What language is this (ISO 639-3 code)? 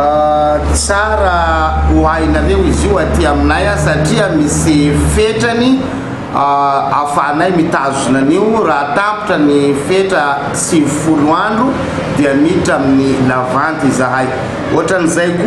mlg